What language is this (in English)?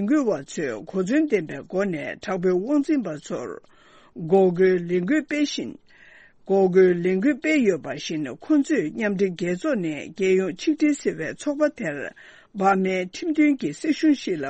Tibetan